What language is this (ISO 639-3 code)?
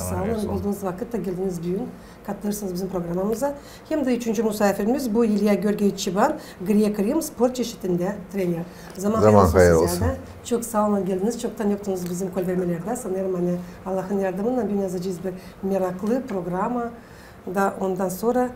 gag